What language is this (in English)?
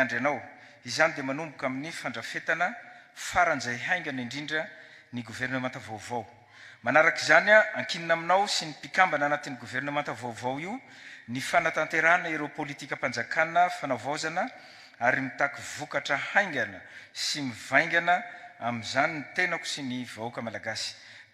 Malagasy